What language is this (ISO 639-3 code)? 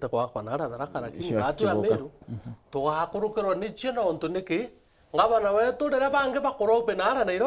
mer